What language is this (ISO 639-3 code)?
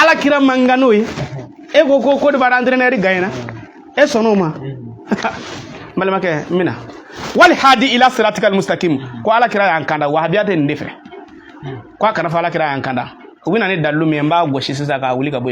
bam